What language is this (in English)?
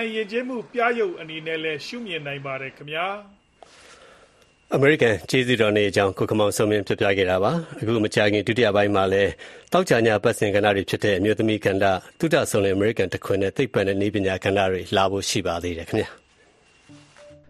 Burmese